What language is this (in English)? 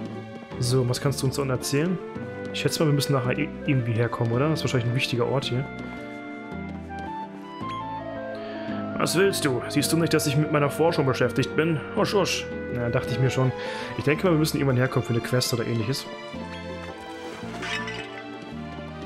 German